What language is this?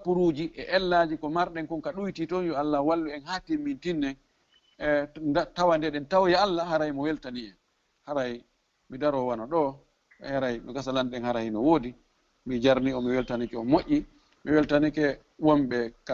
Fula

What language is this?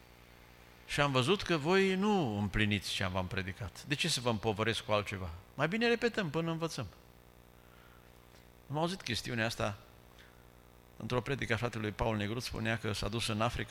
Romanian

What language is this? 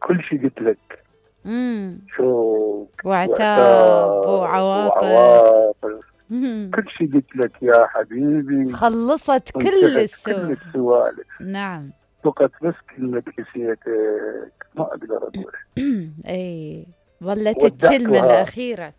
Mesopotamian Arabic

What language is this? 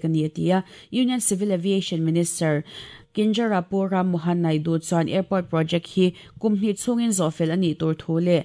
Mizo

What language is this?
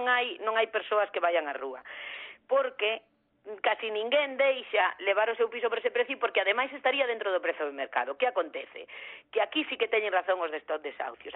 Galician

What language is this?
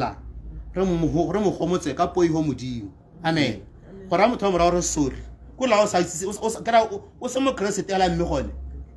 Tswana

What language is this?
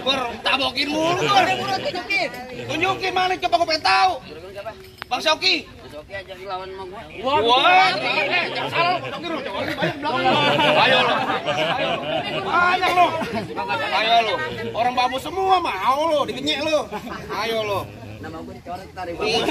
Betawi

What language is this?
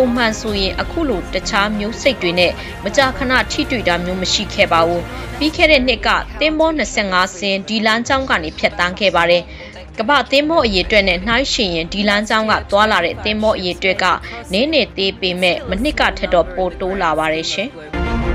Burmese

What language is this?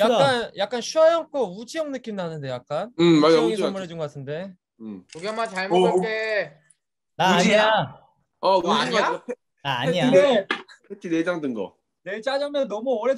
Korean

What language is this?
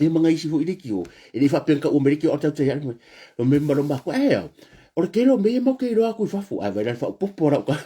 Samoan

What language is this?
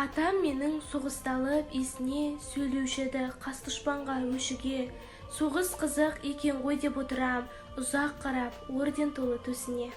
Kazakh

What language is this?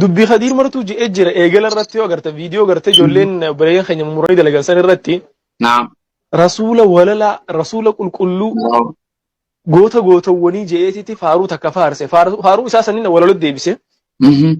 Oromo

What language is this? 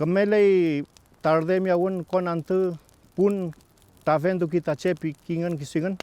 Mapuche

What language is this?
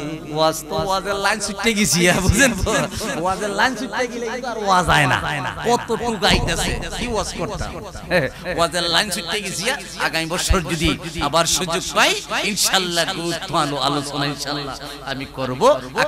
Sylheti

